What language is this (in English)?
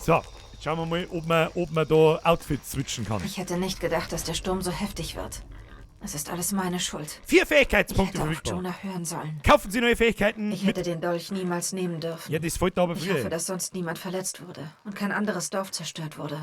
Bavarian